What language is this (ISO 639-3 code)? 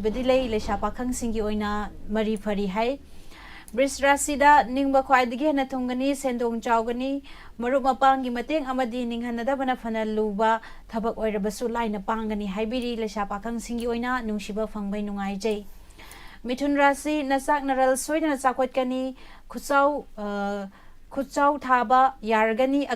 mni